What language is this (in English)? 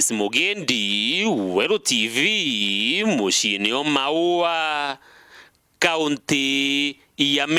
Meru